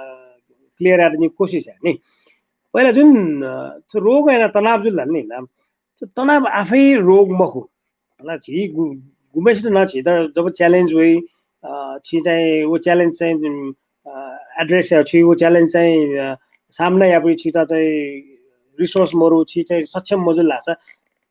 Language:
Newari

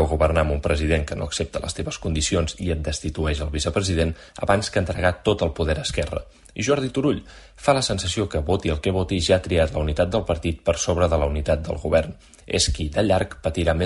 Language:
Catalan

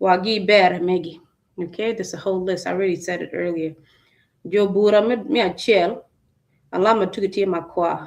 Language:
Acoli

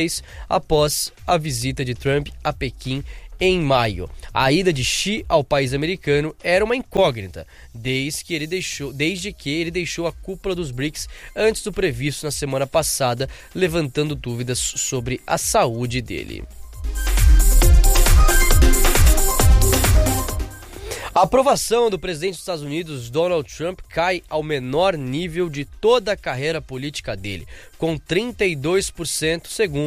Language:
Portuguese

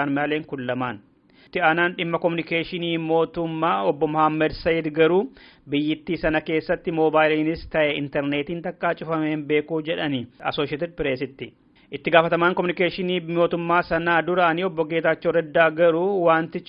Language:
Oromo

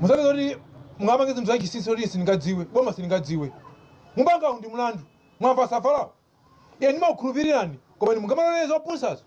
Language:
Nyanja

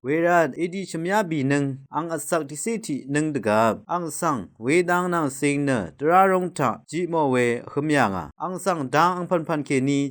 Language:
Rawang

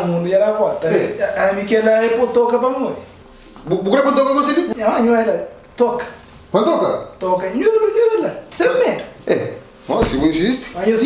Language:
Kabuverdianu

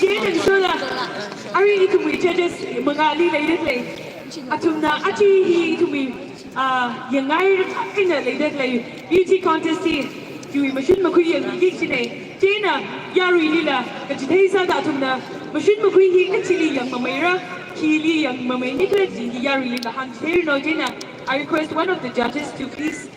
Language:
Tangkhul Naga (India)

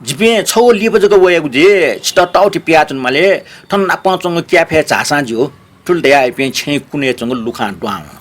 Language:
Newari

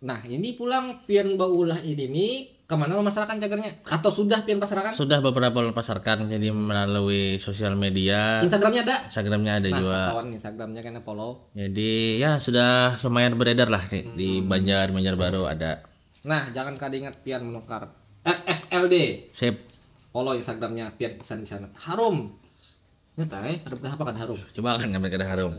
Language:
Banjar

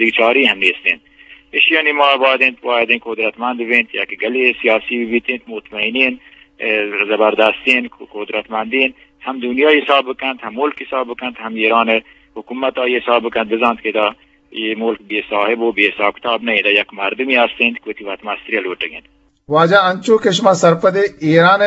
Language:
Eastern Balochi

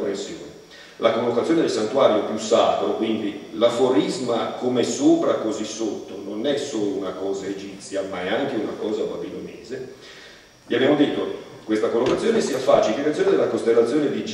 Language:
Italian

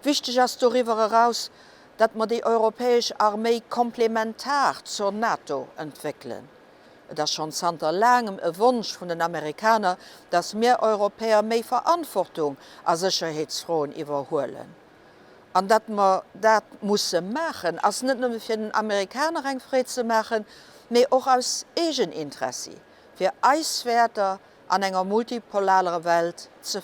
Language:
Luxembourgish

